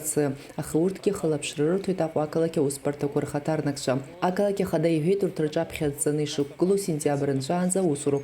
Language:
Abkhazian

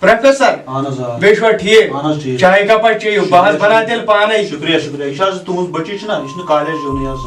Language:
Kashmiri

